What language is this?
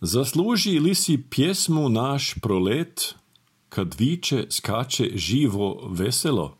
Serbian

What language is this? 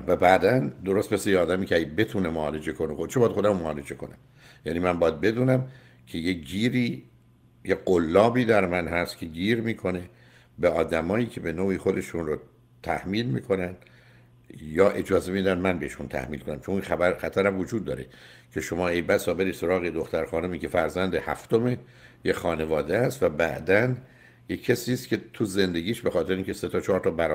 Persian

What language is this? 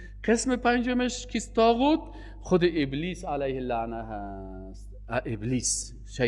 Persian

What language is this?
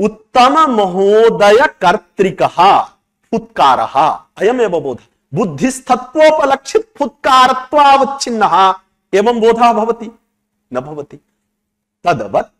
Sanskrit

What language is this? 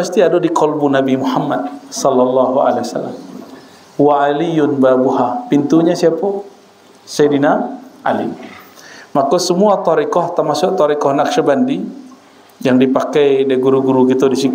Minangkabau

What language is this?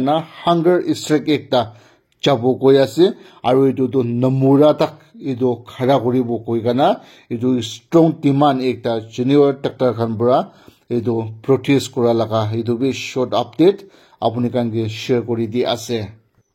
Naga Pidgin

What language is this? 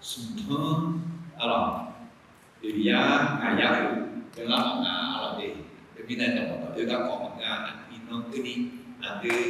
Akha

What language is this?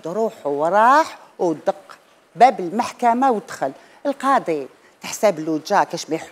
Algerian Arabic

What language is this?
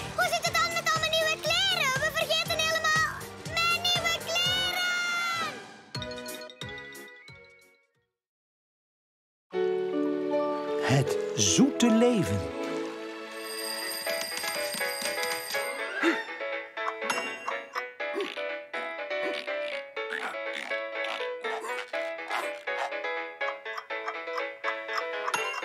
Dutch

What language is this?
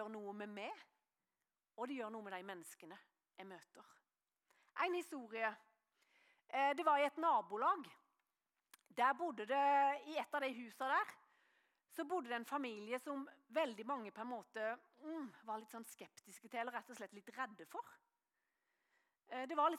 Norwegian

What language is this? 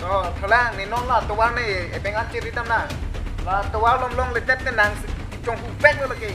Karbi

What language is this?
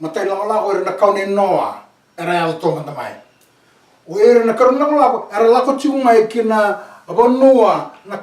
Fijian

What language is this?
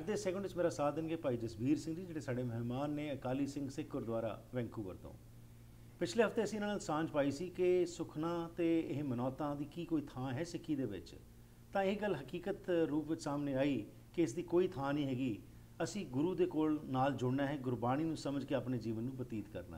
Punjabi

